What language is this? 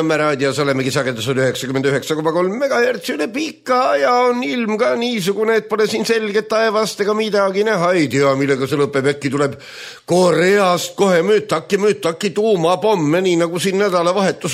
Estonian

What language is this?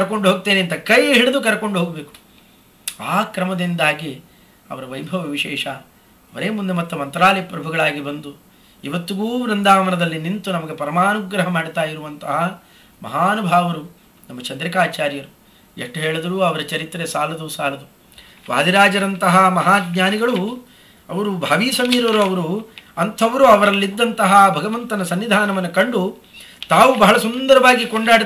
Kannada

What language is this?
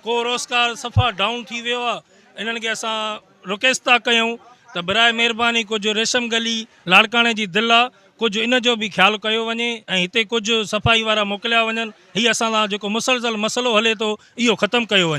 Sindhi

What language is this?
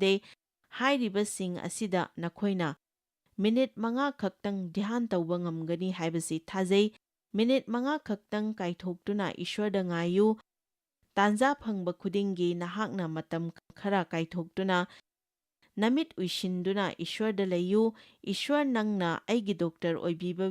Manipuri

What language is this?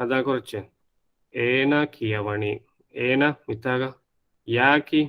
Divehi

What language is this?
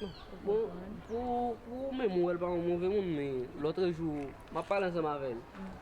Haitian Creole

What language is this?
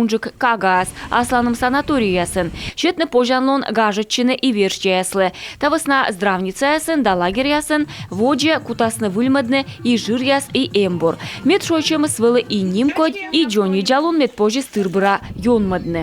Komi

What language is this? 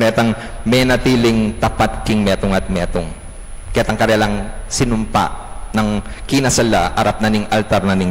Pampanga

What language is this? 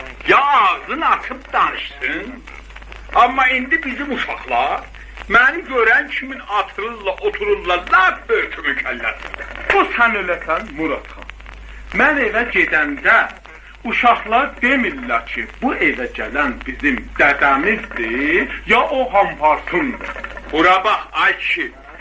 South Azerbaijani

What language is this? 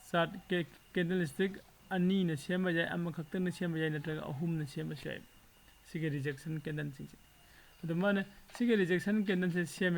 Manipuri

